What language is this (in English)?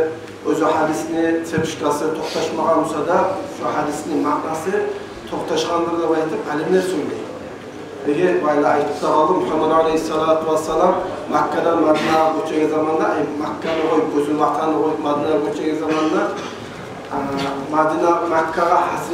Kumyk